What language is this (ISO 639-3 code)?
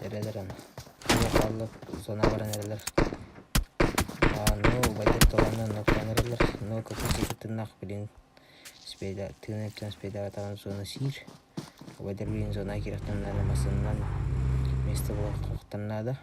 sah